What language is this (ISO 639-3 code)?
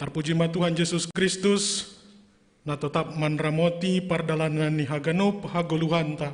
bts